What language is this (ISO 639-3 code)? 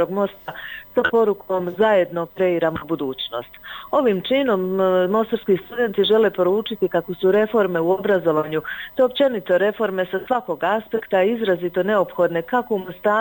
bos